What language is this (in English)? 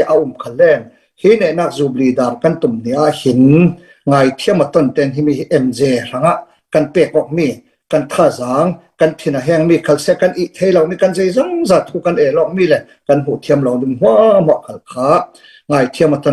Falam Chin